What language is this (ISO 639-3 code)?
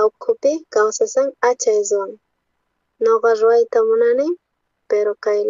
quh